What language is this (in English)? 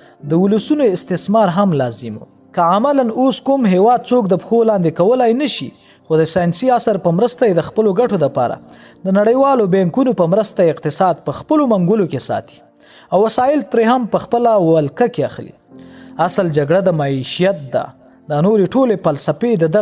Pashto